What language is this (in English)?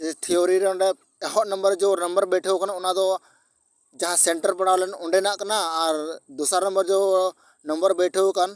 Santali